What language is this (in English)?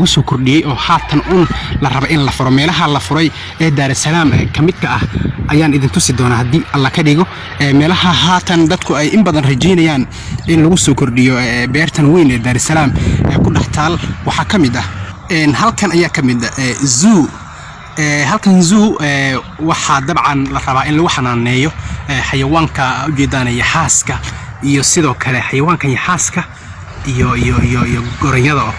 Somali